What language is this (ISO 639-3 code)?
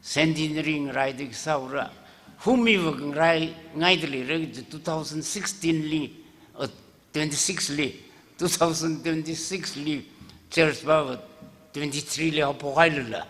nmf